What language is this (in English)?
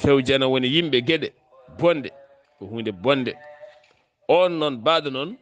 Fula